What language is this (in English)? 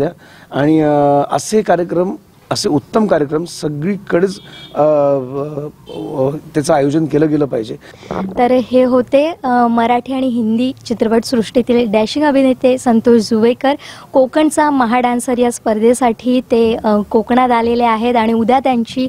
Marathi